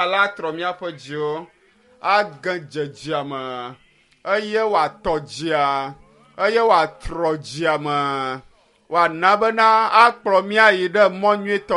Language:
Ewe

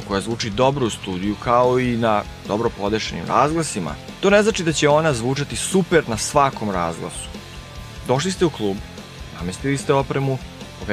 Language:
Serbian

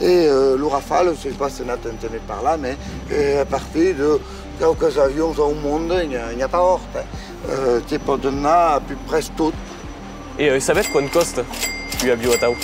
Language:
Occitan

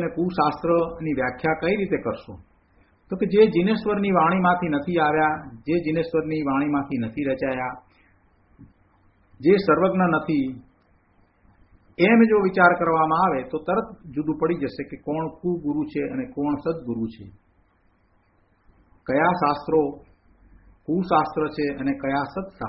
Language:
Gujarati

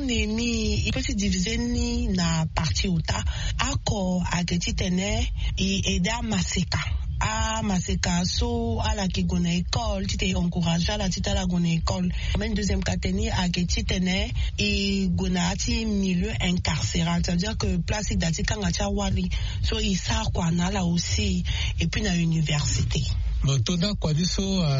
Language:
Sango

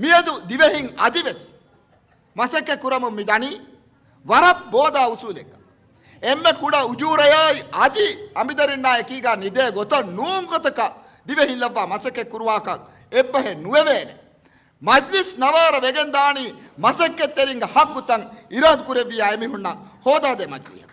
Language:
Divehi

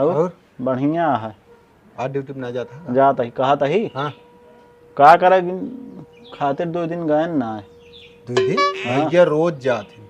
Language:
Awadhi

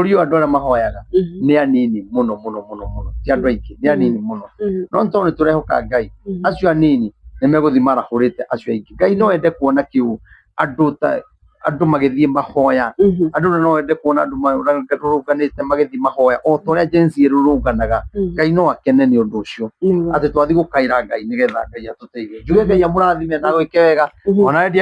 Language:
Kikuyu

